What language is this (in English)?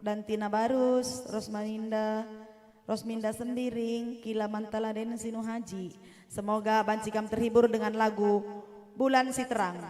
Batak Karo